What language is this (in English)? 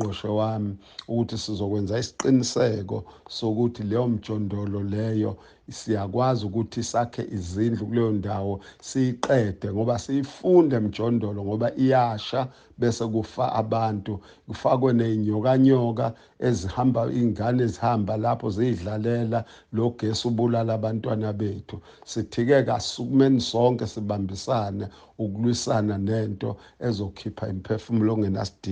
Zulu